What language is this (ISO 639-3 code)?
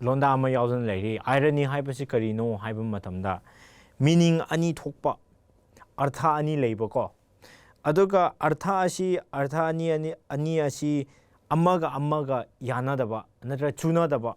mni